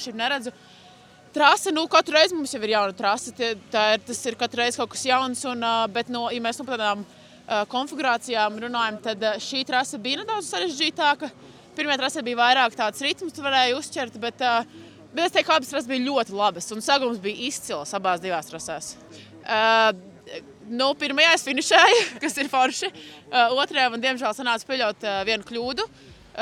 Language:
Latvian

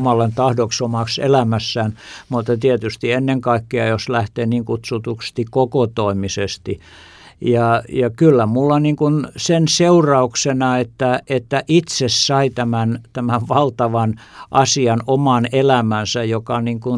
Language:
Finnish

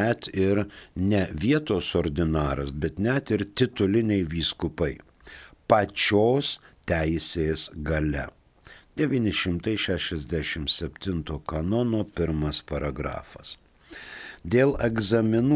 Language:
Lithuanian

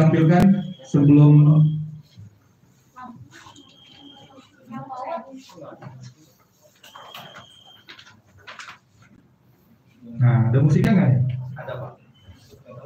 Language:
Indonesian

